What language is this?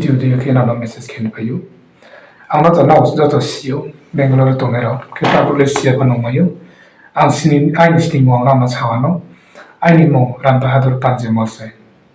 Riang (India)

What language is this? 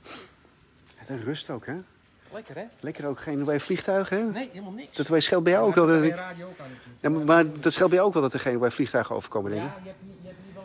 Dutch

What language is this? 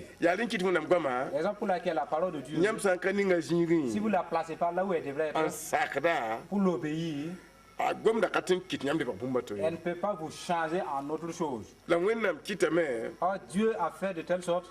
Mossi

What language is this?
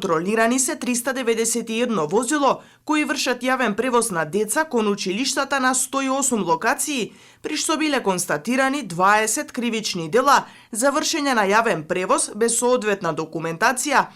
Macedonian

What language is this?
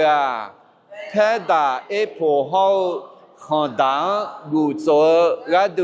Akha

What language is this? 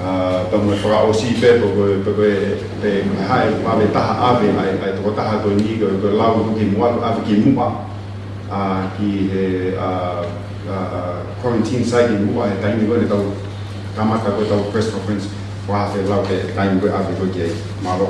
Tongan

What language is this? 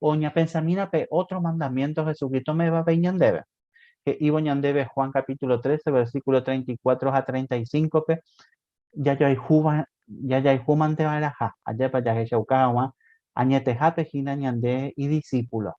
Guarani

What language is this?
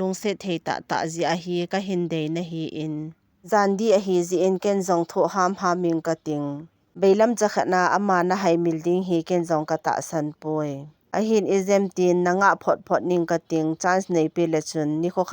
Thado Chin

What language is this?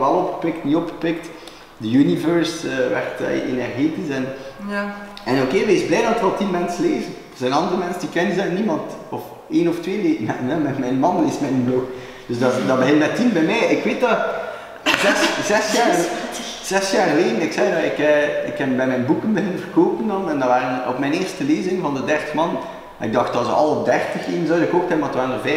Dutch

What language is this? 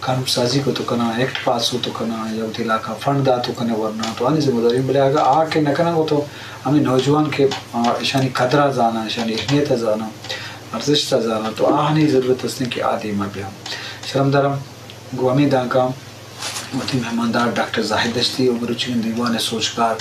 Eastern Balochi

